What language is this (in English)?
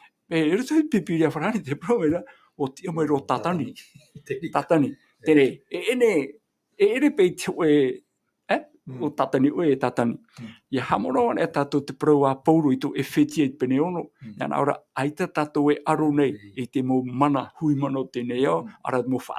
Tahitian